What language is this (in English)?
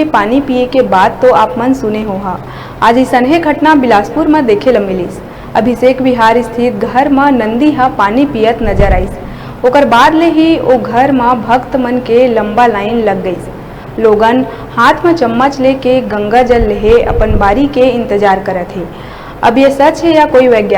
Chhattisgarhi